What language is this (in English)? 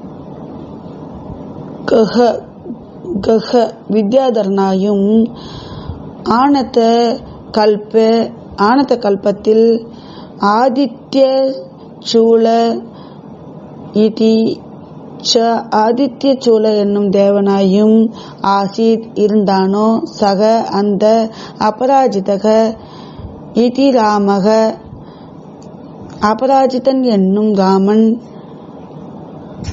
Tamil